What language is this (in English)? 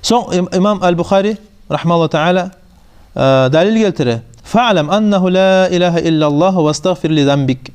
Kumyk